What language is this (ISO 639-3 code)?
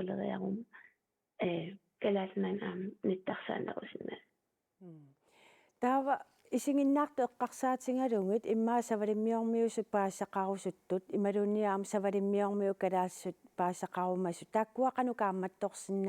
kal